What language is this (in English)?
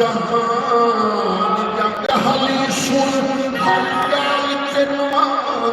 Saraiki